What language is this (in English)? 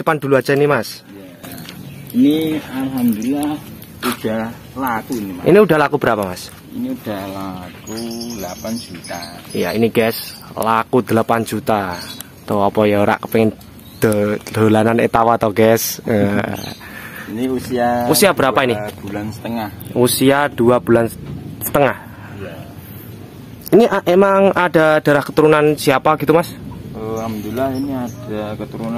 Indonesian